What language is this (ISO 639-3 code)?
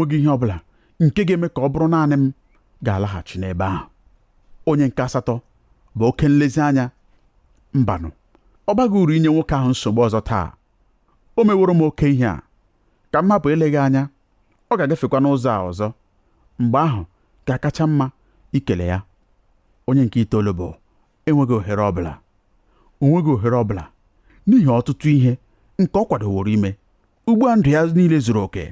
ibo